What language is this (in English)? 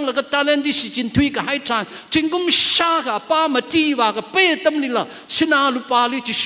Tangkhul Naga (India)